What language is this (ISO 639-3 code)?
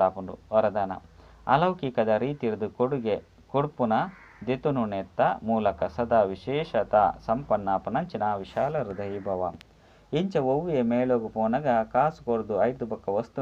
tcy